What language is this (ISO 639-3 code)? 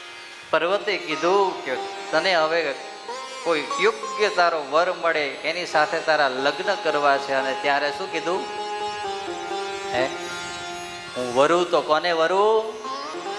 guj